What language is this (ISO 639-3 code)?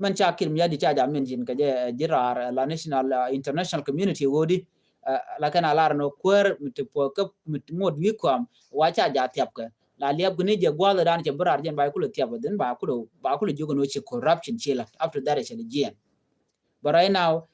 nus